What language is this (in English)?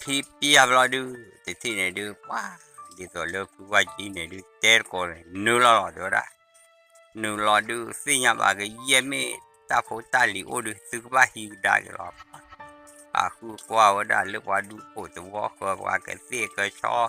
S'gaw Karen